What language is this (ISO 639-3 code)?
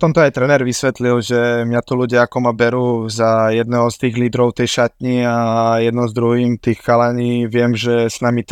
slk